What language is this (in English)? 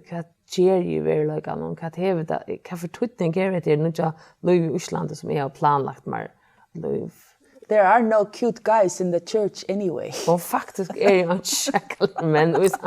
Faroese